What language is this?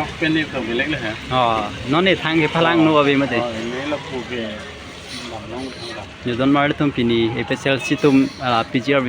Karbi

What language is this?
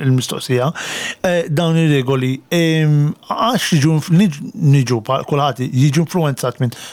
Maltese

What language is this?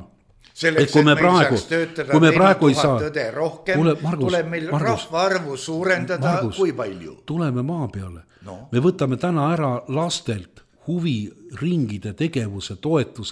Estonian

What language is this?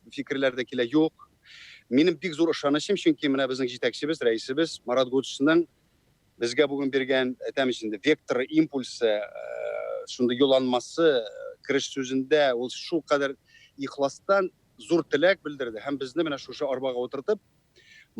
Tatar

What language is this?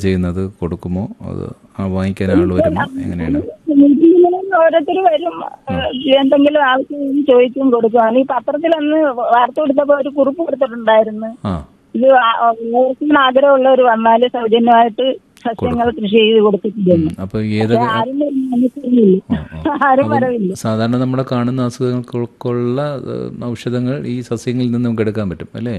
Malayalam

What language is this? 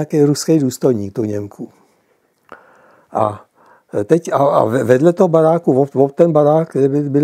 Czech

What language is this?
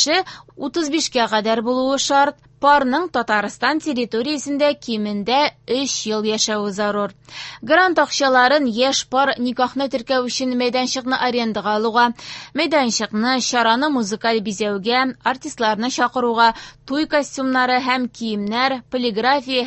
Tatar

